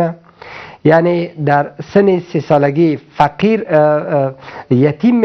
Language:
Persian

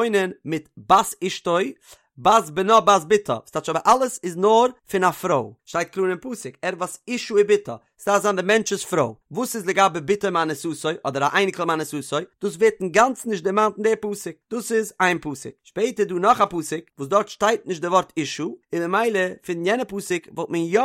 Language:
Yiddish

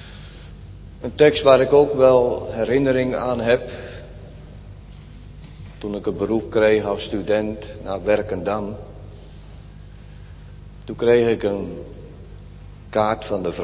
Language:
Dutch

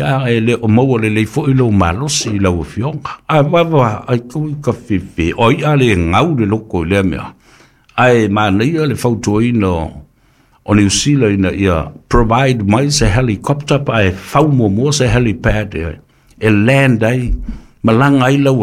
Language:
Samoan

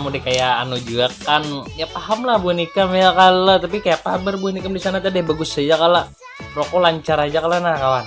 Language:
Banjar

